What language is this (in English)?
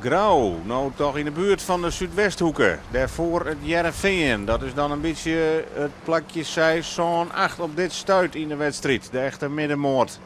Western Frisian